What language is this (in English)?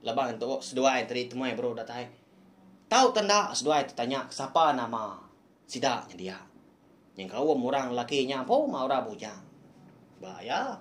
Iban